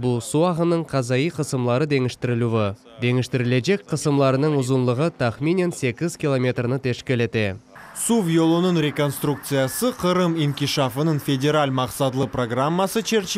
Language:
Crimean Tatar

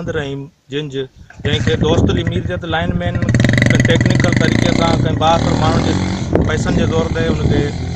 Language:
Sindhi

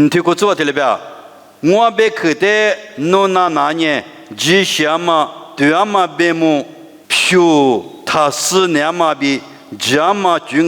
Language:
Lisu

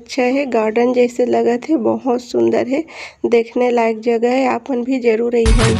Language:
Chhattisgarhi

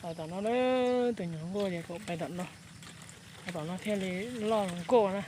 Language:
Hmong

